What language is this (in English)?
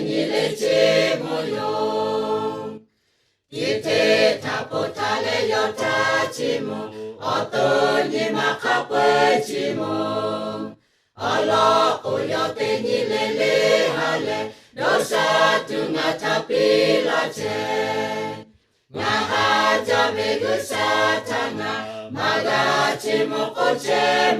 Lahu